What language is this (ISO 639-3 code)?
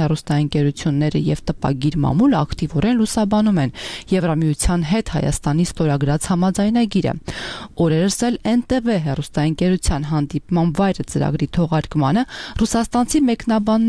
hye